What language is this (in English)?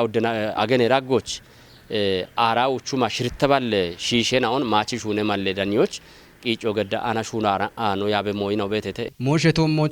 Kafa